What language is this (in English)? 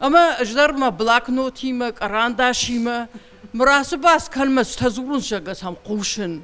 Ossetic